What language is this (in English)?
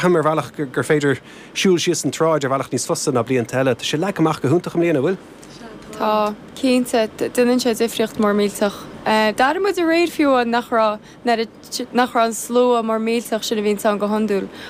Irish